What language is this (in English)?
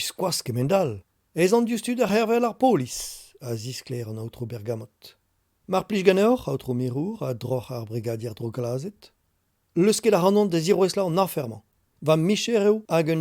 Breton